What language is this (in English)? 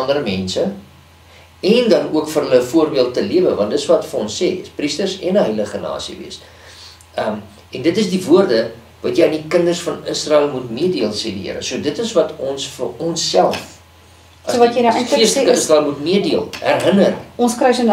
Afrikaans